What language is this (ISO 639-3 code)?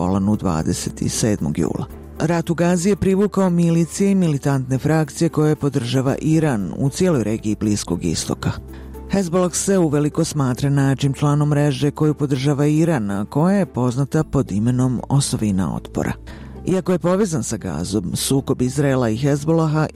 hrv